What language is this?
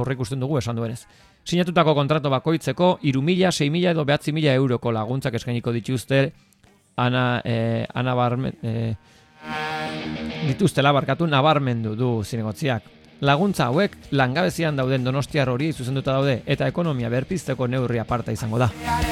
Basque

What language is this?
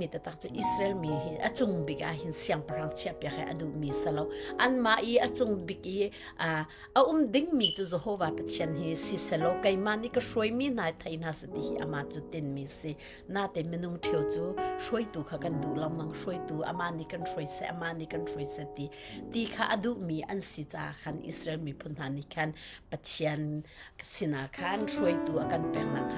Hakha Chin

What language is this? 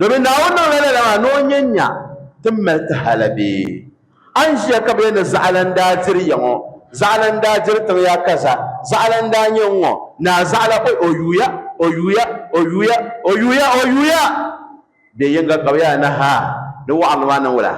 Dagbani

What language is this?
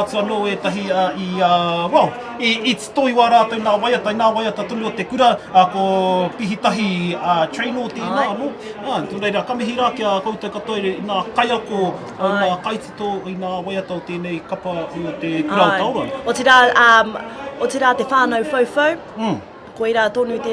Māori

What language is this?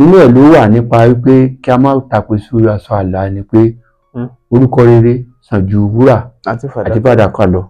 Yoruba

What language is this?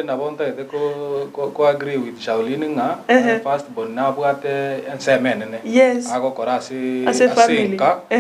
Gusii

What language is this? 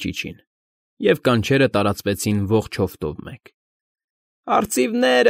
Armenian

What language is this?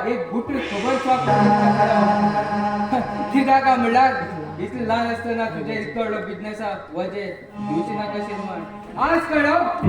Konkani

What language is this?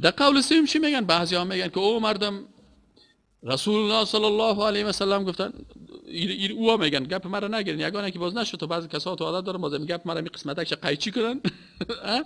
Persian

